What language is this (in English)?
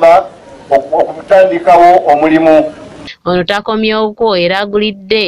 Ganda